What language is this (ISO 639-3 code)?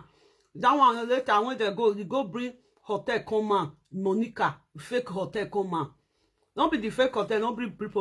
pcm